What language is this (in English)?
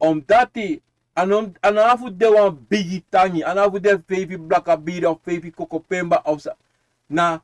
Sranan Tongo